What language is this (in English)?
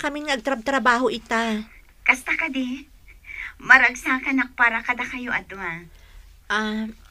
Iloko